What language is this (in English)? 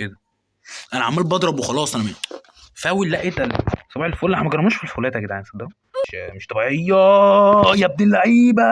Egyptian Arabic